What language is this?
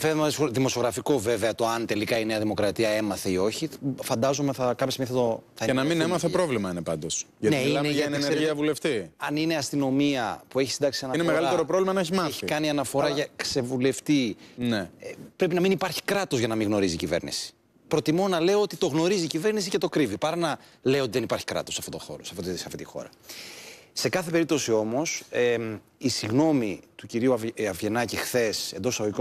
Greek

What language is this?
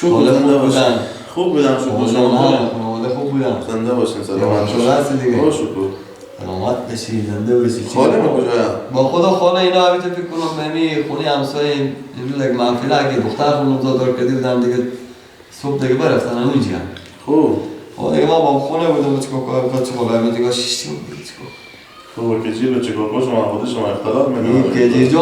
Persian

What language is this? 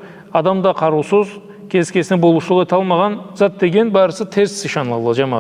Karachay-Balkar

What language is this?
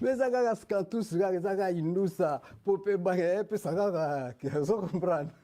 Lingala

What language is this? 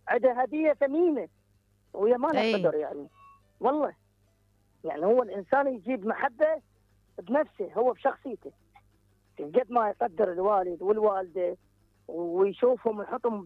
Mesopotamian Arabic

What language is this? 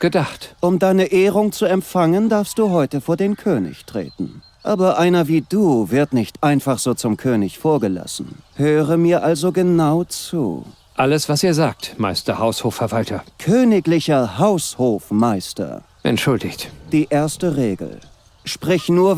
Bavarian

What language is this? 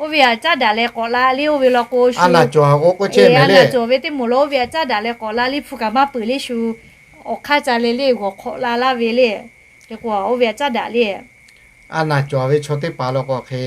Lahu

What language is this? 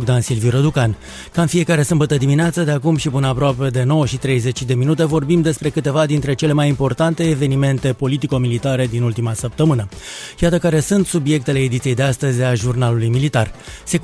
Romanian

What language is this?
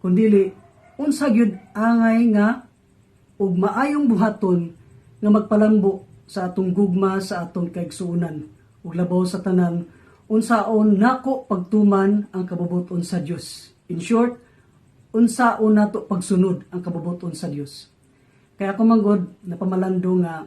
Cebuano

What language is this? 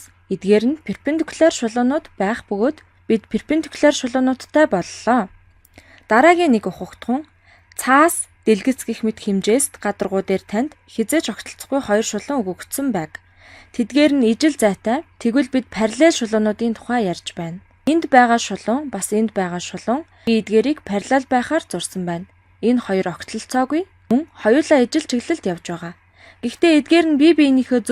Mongolian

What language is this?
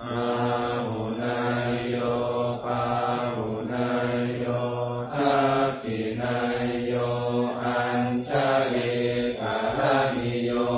Pali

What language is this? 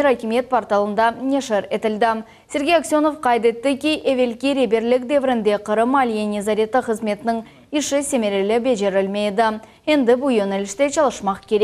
Crimean Tatar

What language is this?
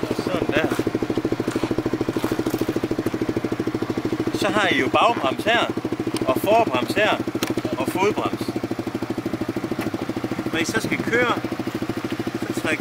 Danish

